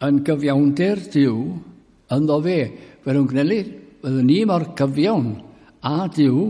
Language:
Welsh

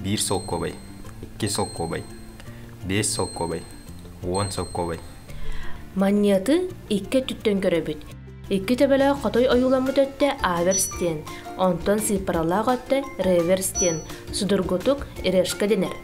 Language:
Yakut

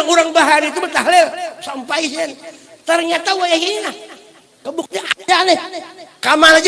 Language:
Banjar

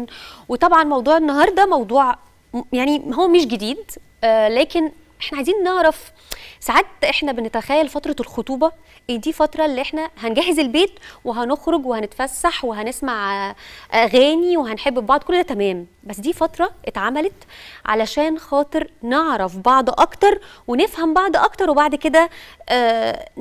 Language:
Egyptian Arabic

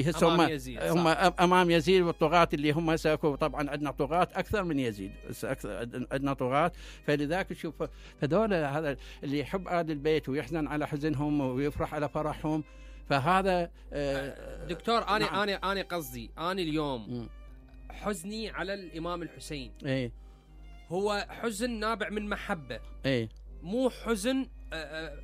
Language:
Mesopotamian Arabic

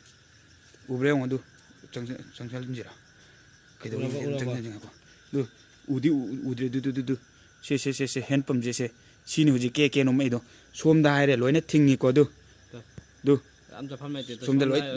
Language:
Manipuri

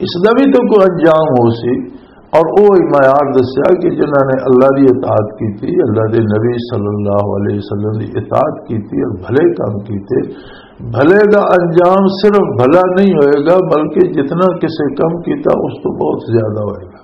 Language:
Western Panjabi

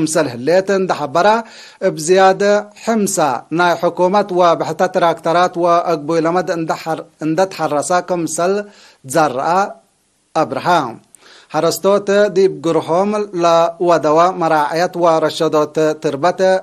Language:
Tigre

